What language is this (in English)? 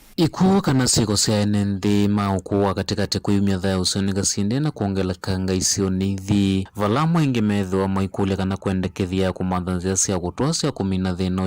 Kamba